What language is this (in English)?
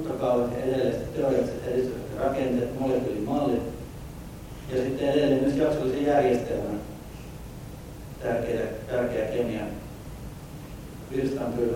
Finnish